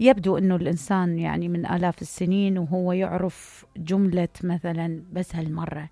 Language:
Mesopotamian Arabic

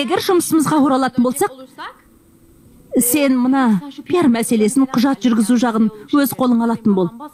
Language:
Kazakh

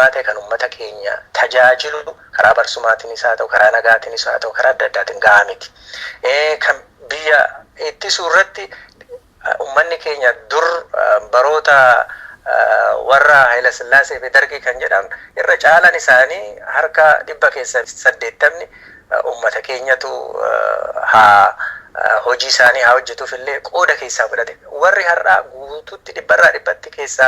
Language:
Oromo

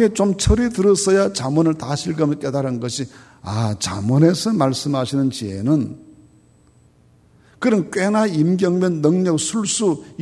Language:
Korean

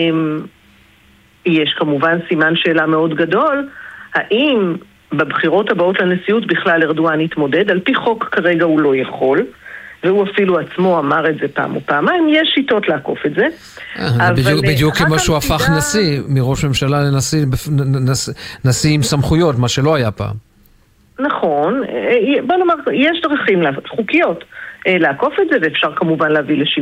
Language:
Hebrew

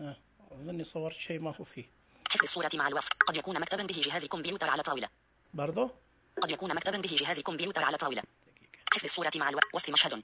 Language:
Najdi Arabic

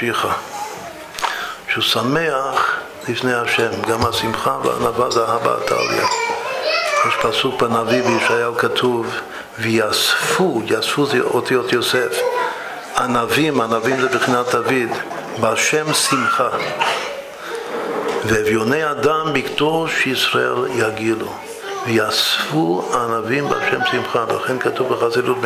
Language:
Hebrew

